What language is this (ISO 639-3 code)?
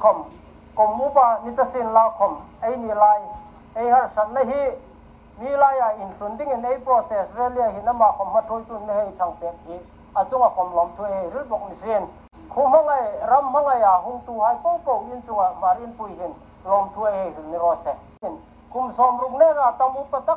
hmr